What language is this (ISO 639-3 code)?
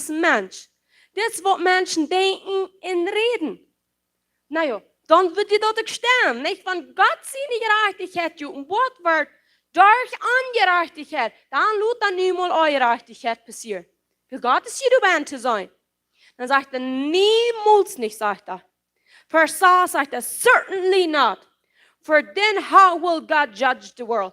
pdt